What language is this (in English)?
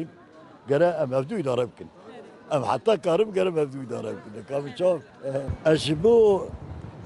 Kurdish